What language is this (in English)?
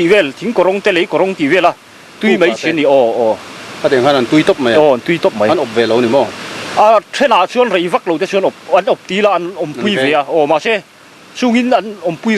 Mizo